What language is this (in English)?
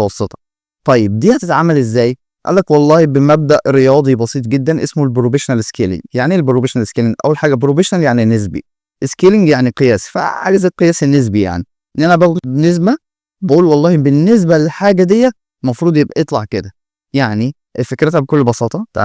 Egyptian Arabic